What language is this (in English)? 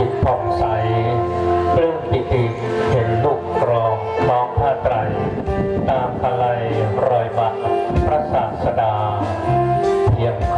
Thai